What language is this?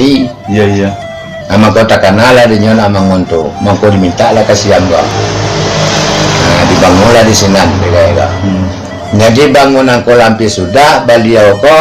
Minangkabau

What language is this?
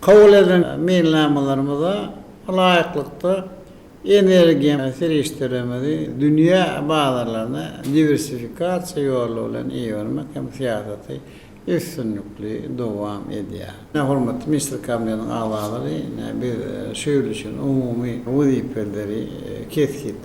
Turkmen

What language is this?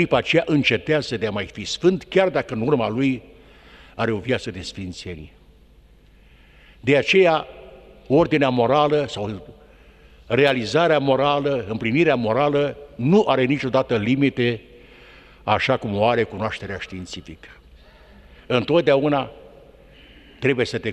Romanian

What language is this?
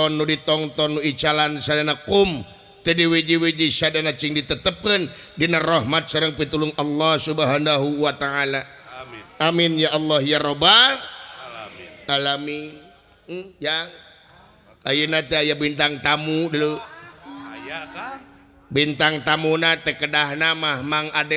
Sundanese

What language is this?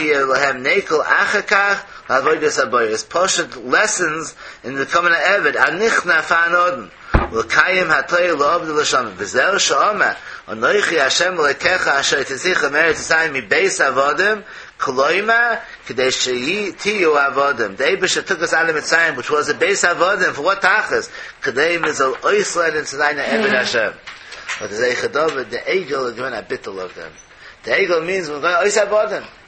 Yiddish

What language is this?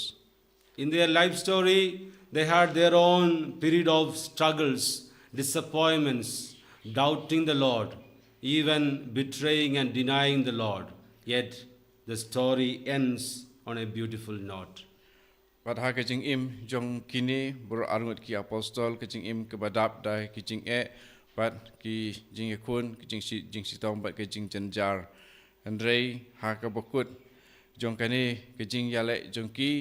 Khasi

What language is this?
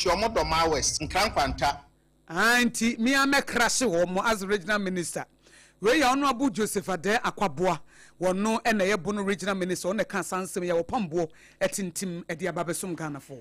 Akan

